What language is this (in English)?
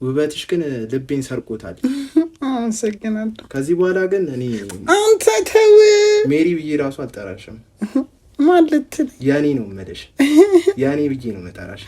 Amharic